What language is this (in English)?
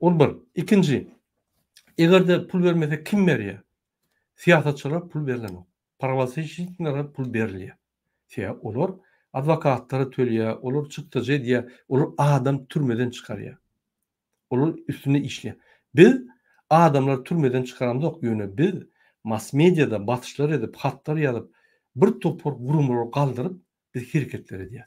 Turkmen